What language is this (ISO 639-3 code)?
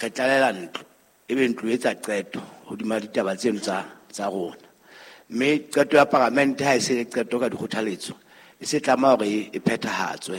sot